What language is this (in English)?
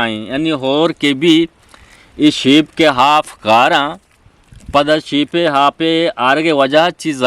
Eastern Balochi